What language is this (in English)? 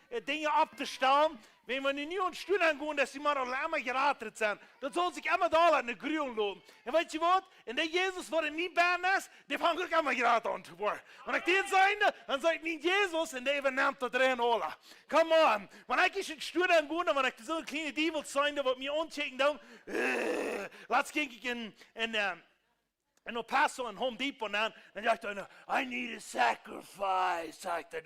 Plautdietsch